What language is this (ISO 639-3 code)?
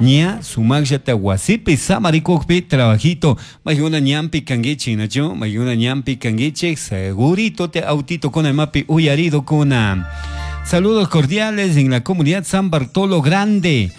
qug